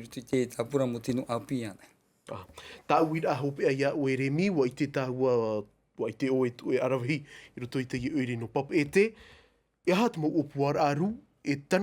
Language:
Tahitian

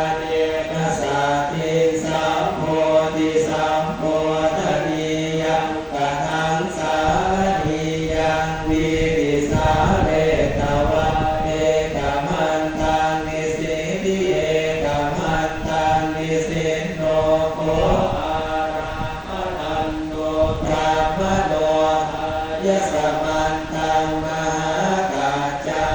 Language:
Pali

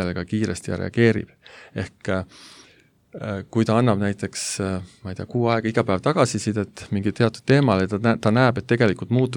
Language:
Estonian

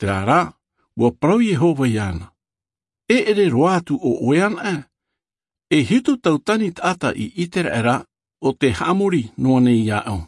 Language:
Tahitian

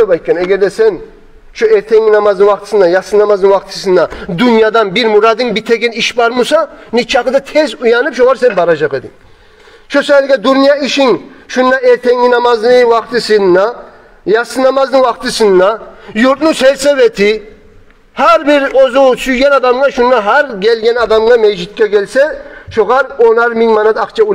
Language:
Kumyk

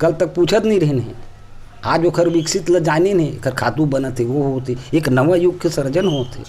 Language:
Chhattisgarhi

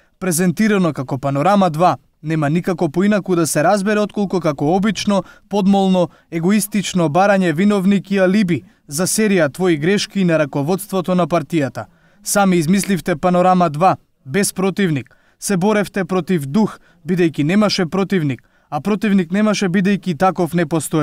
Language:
Macedonian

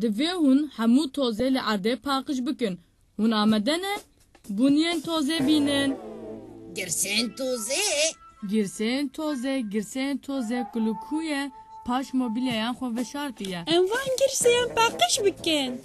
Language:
Kurdish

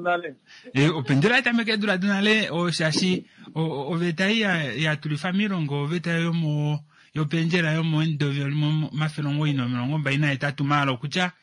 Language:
Kuanyama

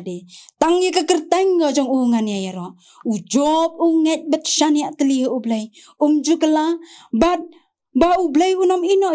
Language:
Khasi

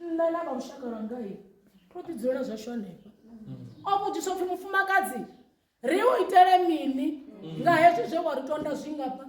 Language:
Venda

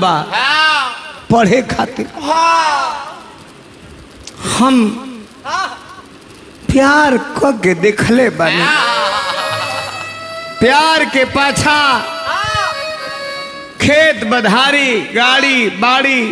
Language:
Bhojpuri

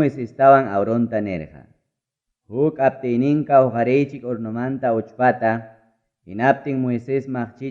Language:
Ayacucho Quechua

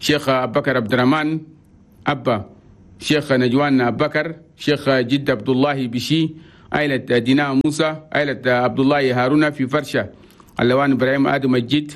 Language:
Chadian Arabic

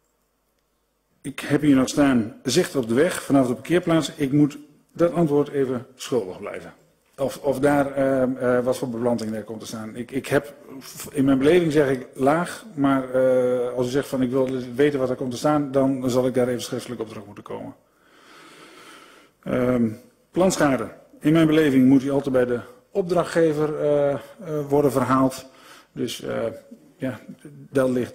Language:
Dutch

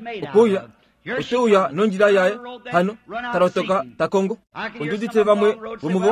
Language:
Kuanyama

